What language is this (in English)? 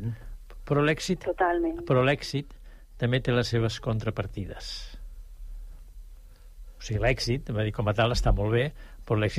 Catalan